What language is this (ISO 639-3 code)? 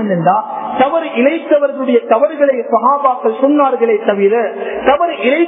tam